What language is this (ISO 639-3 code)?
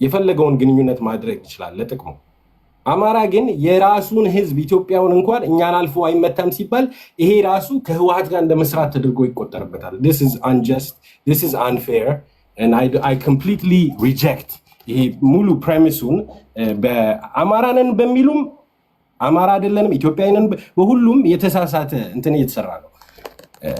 amh